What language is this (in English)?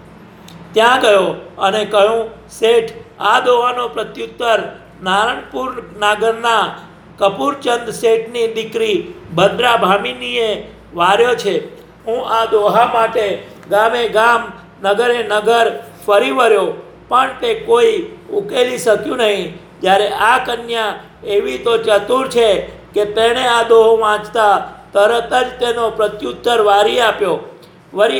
Gujarati